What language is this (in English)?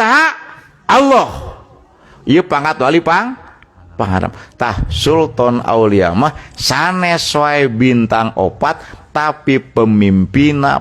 Sundanese